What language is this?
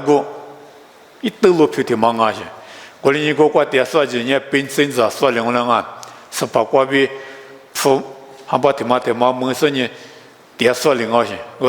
Lisu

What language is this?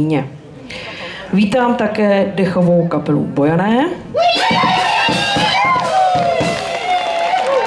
Czech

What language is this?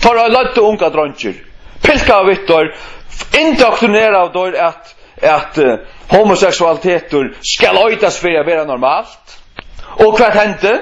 Faroese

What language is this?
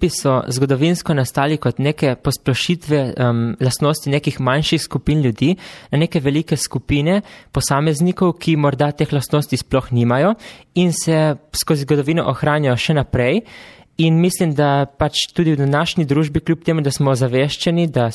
Slovenian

